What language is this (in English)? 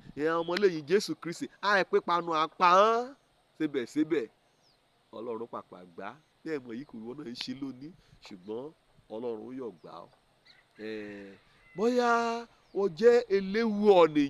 Yoruba